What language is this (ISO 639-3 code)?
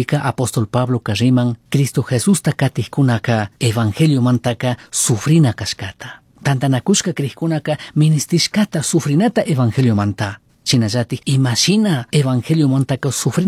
qug